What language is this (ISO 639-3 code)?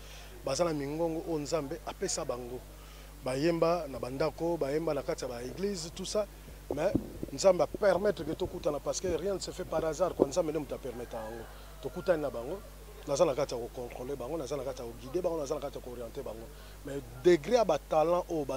lin